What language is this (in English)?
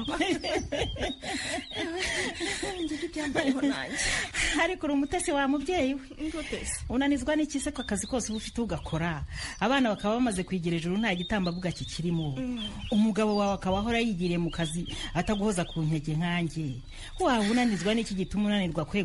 Kinyarwanda